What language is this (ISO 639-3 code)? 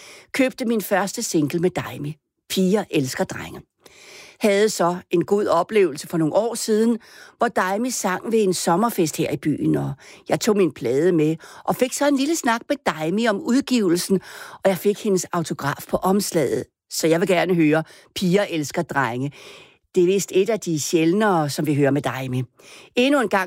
dan